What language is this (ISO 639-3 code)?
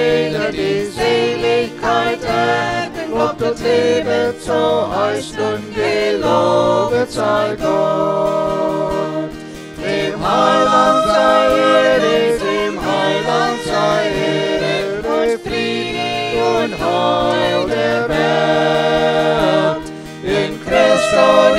pdt